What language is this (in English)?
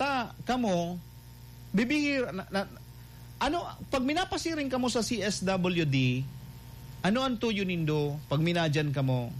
Bikol